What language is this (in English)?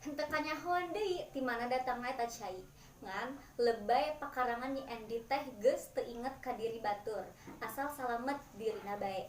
Sundanese